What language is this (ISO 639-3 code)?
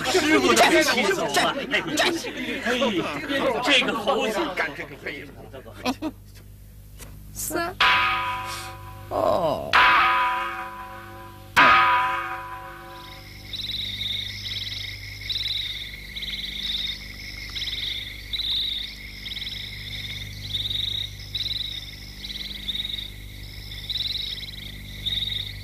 zho